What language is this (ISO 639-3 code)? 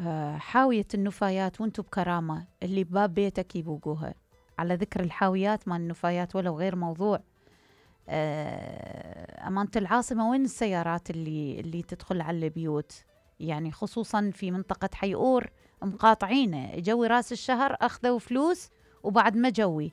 acm